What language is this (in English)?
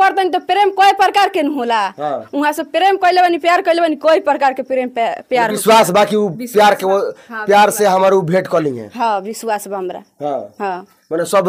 Bhojpuri